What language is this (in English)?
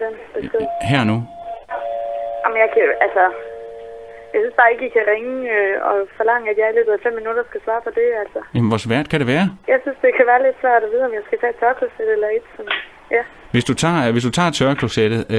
Danish